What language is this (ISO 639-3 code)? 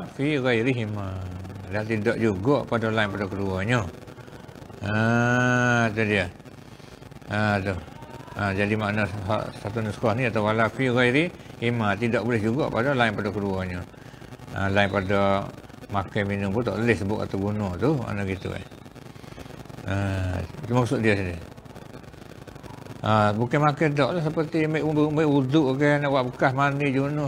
msa